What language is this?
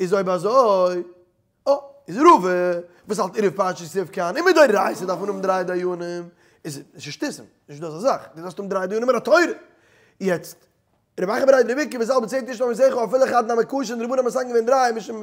Yiddish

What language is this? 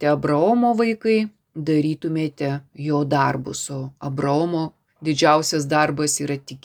Lithuanian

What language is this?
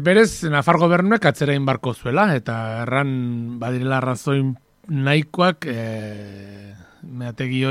Basque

